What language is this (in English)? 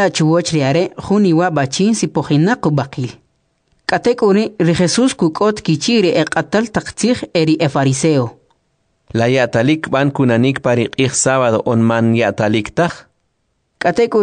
Kʼicheʼ